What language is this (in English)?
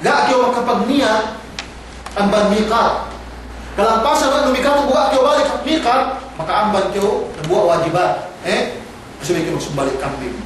Yakan